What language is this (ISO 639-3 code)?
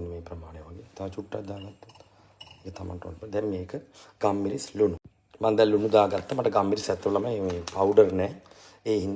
sin